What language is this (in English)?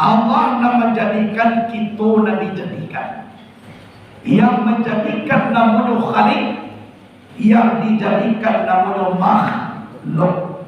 Minangkabau